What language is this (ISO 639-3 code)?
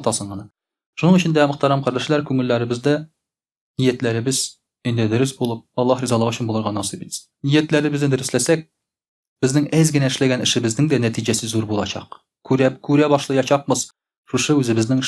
tat